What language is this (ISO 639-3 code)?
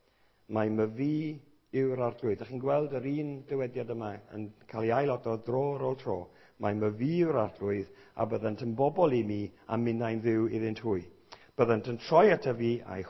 cym